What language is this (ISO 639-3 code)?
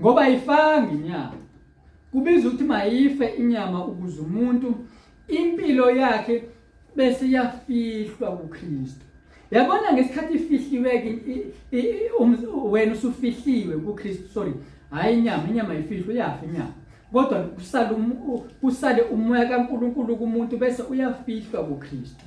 zul